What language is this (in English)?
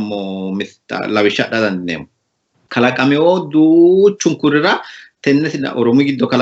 Sidamo